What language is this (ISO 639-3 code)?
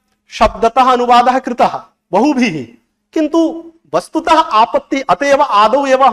san